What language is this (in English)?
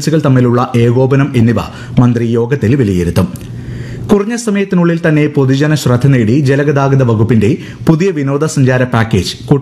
Malayalam